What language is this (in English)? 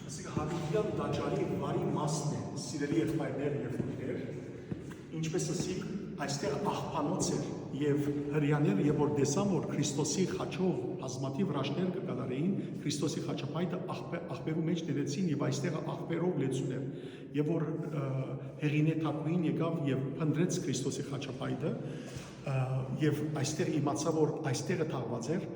Western Armenian